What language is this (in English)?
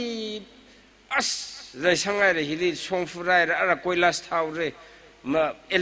Tangkhul Naga (India)